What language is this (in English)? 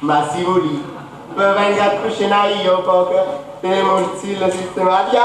Neapolitan